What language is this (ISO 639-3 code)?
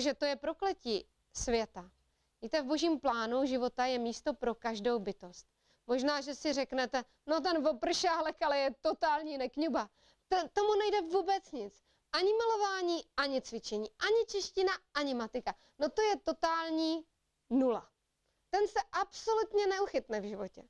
ces